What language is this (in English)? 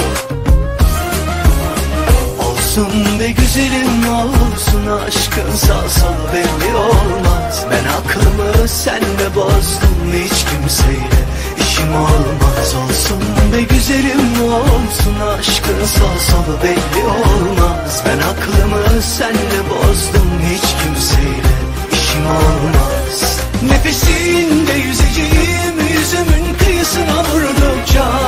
Turkish